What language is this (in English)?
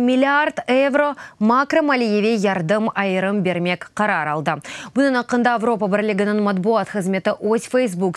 Crimean Tatar